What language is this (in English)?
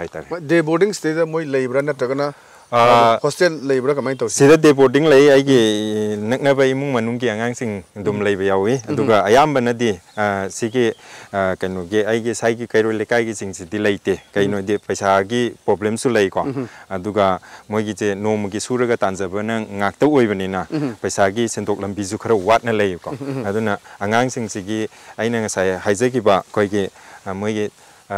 Manipuri